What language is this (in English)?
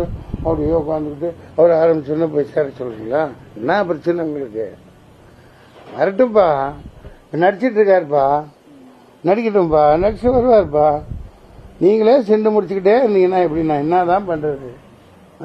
Tamil